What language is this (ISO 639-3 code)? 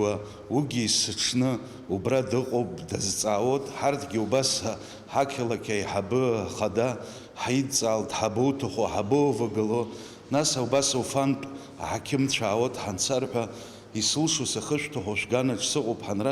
abk